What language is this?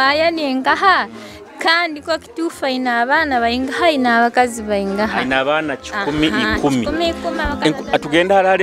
Nyoro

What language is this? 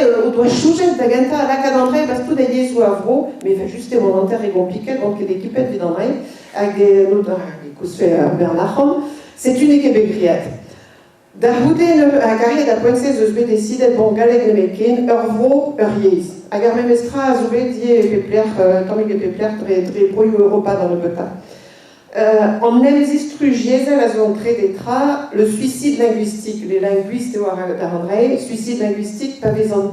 Breton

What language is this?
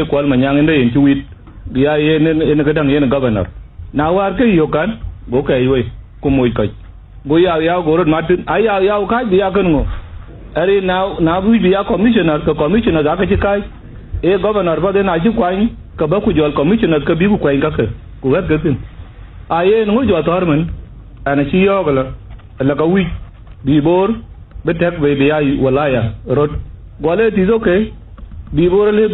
Dinka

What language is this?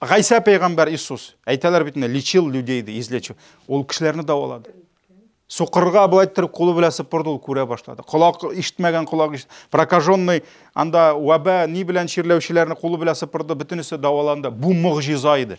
Tatar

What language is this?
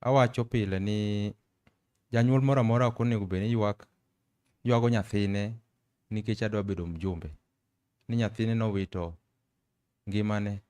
Luo (Kenya and Tanzania)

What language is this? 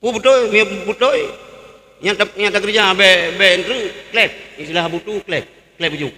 Achinese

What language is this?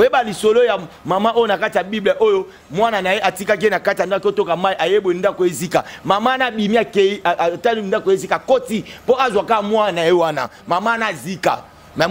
Lingala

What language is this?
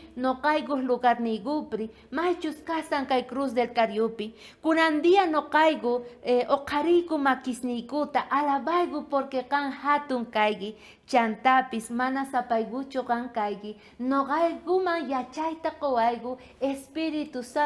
South Bolivian Quechua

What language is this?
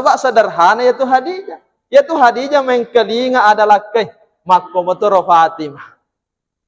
Buginese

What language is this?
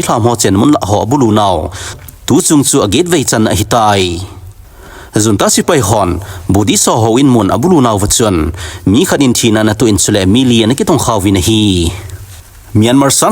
Thado Chin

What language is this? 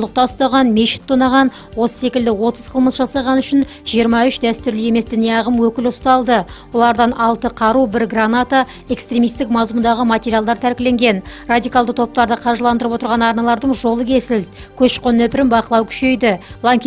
Kazakh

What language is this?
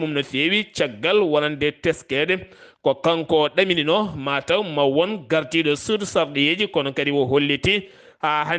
Fula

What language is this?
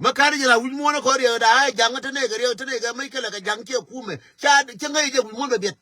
Nuer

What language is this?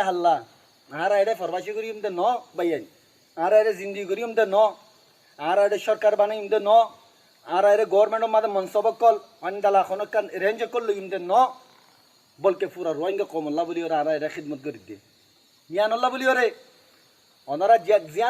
Rohingya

